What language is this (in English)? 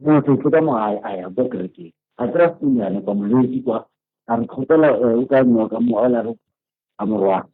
Northern Sotho